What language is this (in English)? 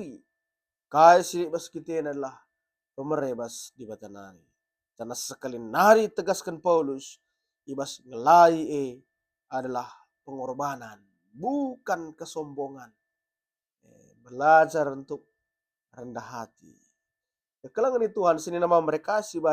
Batak Karo